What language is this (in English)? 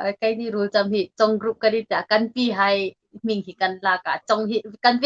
Hmar